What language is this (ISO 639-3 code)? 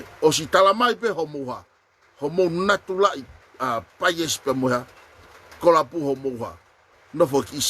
ton